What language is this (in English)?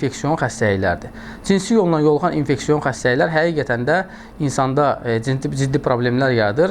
Azerbaijani